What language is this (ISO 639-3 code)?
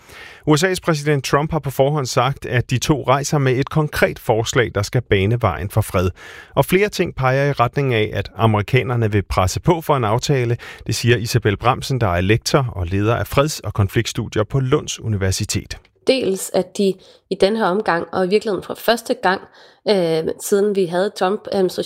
dan